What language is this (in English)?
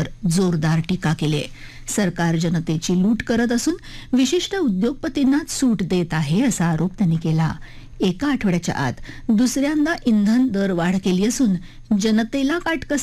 Marathi